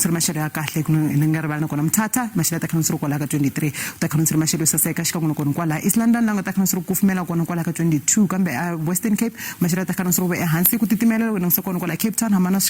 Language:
Tsonga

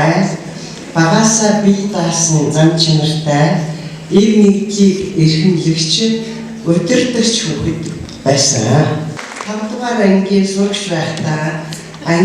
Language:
Mongolian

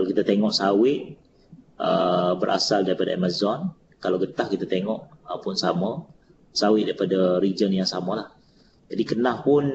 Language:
Malay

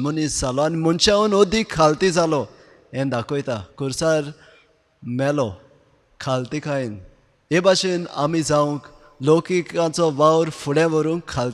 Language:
Konkani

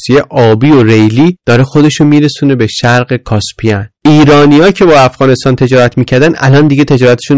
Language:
Persian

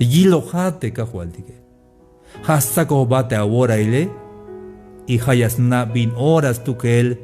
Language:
Tzeltal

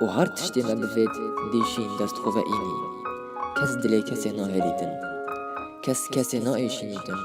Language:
Kurdish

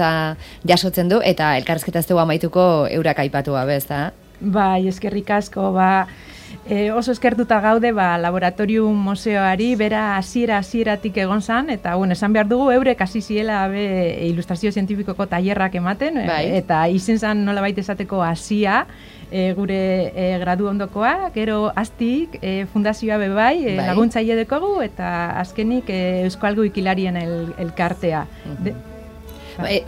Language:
Basque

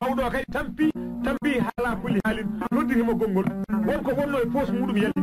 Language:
Fula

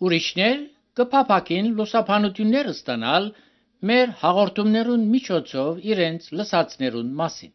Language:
Armenian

